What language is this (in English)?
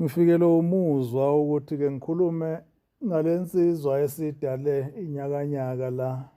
Zulu